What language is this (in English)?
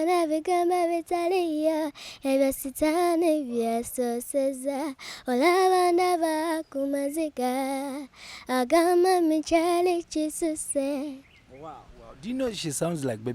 Ganda